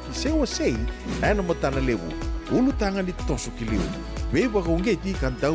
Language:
Fijian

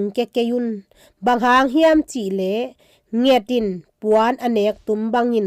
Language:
Tedim Chin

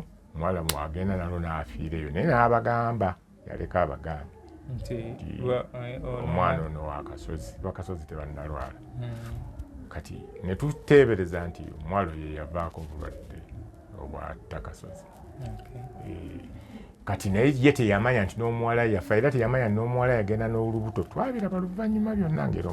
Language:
Ganda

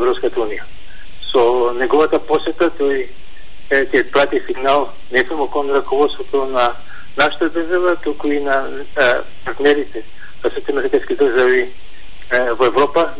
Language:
Macedonian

